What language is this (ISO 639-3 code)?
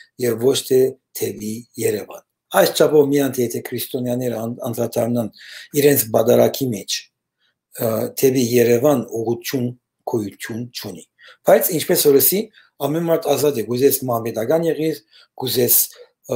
hyw